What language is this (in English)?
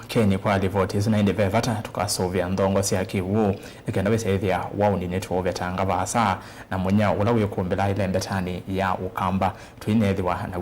Kamba